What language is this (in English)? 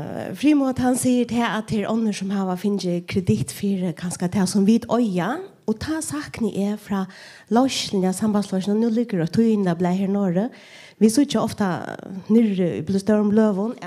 Faroese